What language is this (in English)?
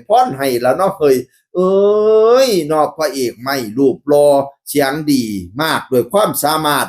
Northeastern Thai